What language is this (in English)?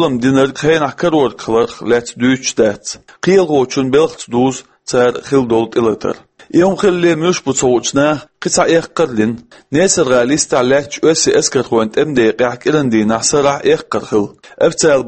Chechen